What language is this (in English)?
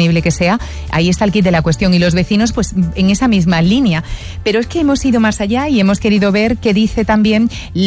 Spanish